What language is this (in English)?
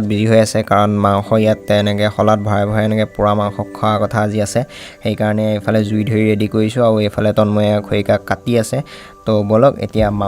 Assamese